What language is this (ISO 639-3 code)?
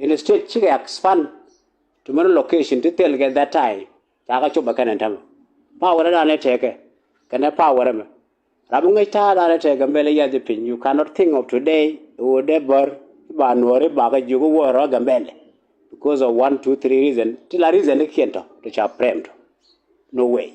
nus